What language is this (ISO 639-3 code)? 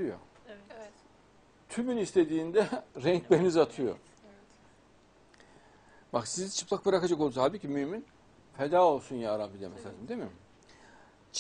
tur